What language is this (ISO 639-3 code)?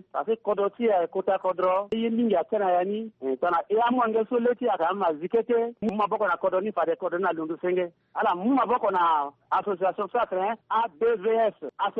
sag